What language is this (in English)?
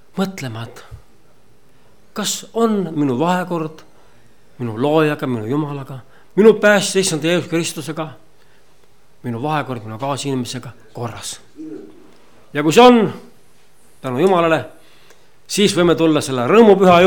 Estonian